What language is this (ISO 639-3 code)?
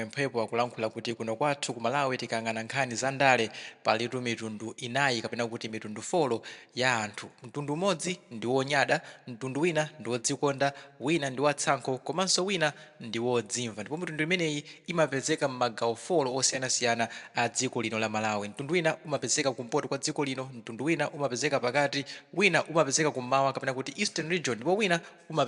nya